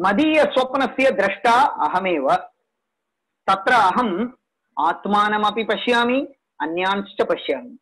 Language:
Sanskrit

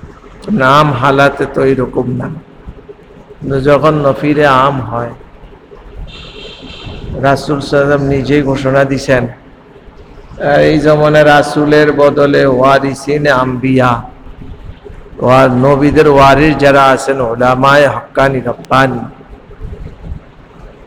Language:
Bangla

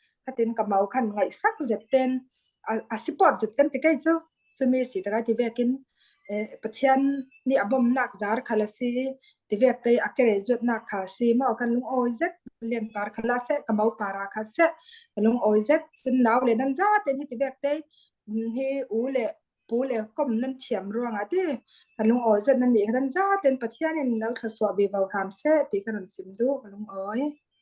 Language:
Falam Chin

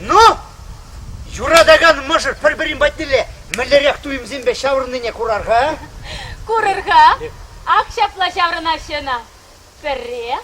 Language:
Chuvash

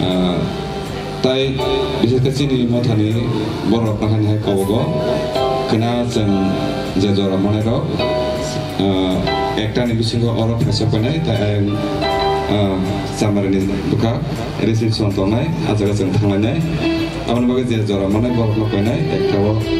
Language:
Kok Borok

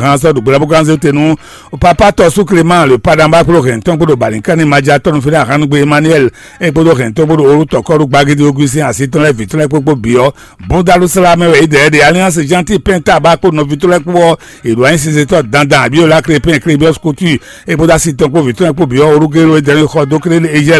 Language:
Fon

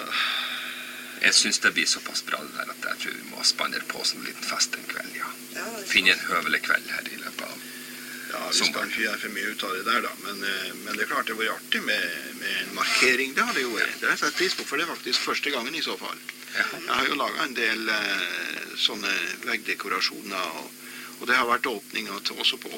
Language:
Norwegian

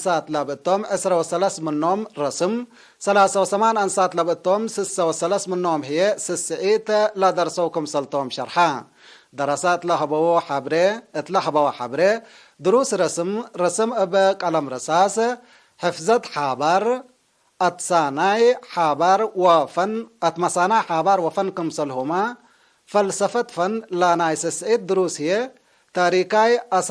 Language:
Tigre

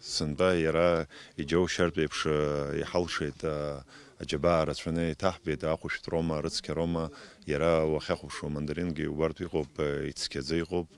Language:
Abkhazian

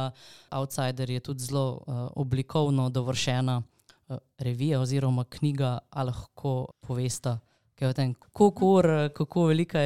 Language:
Slovenian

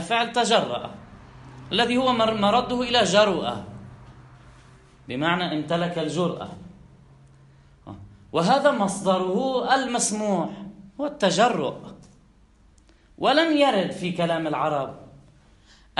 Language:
Arabic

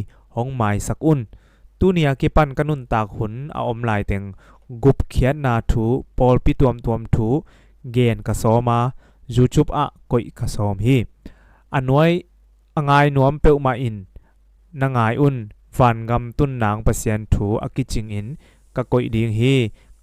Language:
Tedim Chin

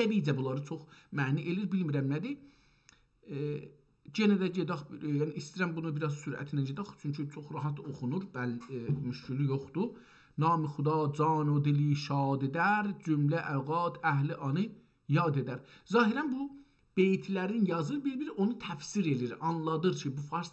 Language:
South Azerbaijani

